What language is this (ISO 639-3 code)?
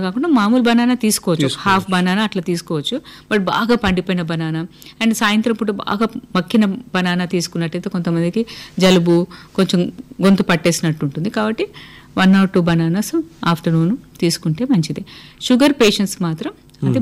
tel